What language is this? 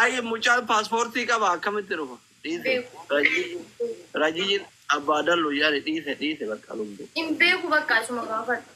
Oromo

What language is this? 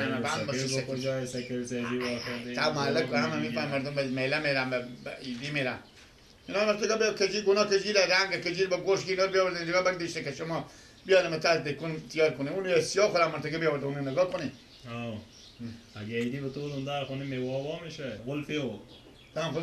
Persian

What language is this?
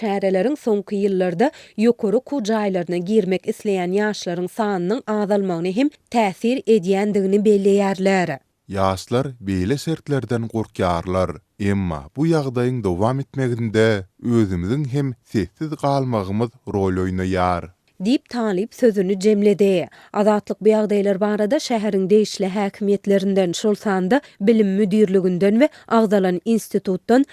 Turkmen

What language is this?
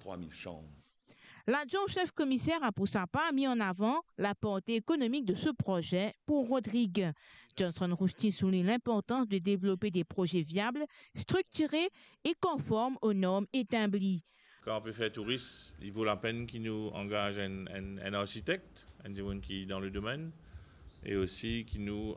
Morisyen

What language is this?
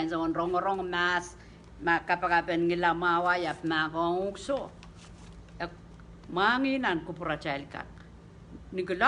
Pohnpeian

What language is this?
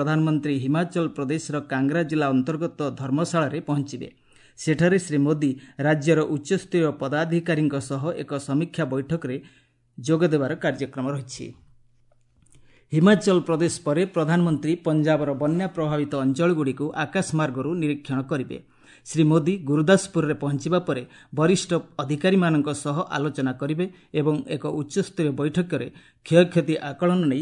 Odia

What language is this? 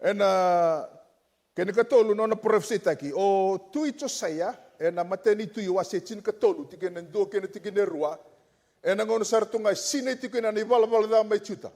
Fijian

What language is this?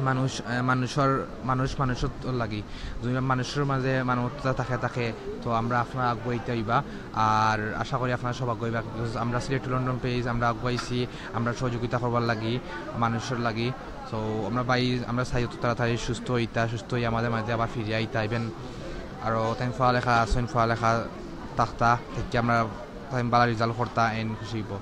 Sylheti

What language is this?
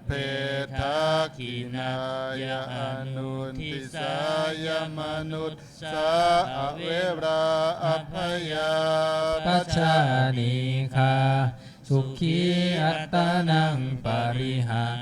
Pali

